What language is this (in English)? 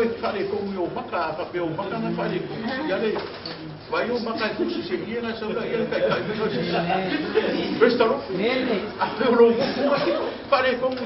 Samoan